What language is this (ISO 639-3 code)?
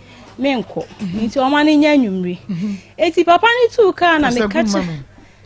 aka